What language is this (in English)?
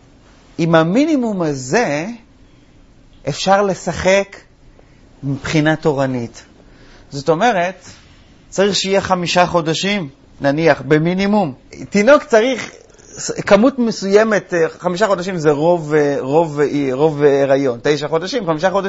Hebrew